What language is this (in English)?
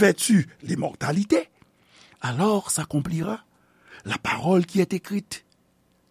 Haitian Creole